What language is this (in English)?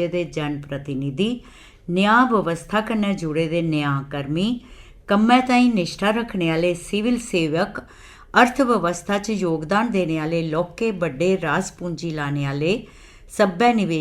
Dogri